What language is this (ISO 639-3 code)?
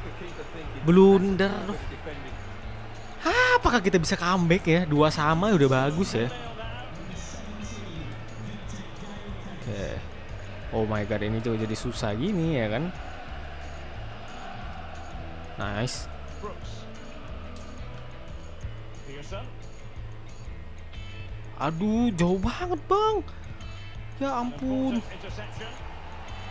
ind